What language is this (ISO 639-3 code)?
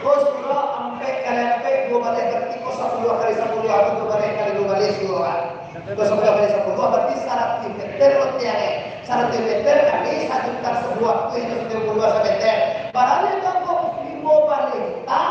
min